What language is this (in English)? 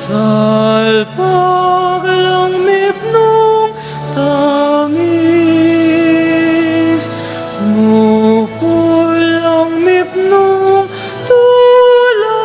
Pampanga